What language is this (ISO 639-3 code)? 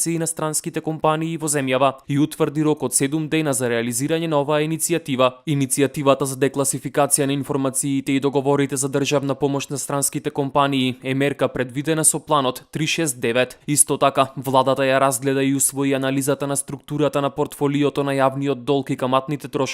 mkd